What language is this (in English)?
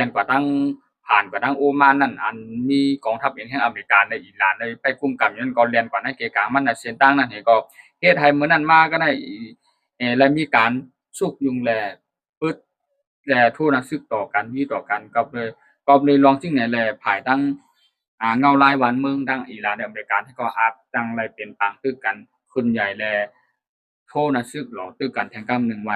Shan